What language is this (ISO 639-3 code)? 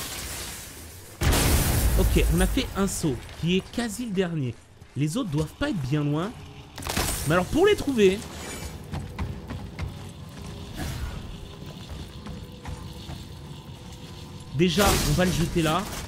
fra